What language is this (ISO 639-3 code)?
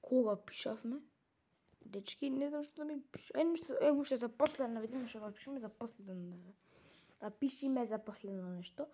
mkd